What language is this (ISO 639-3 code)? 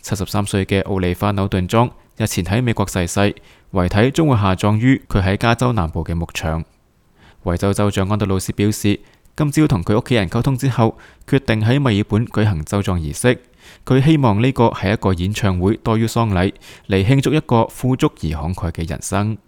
yue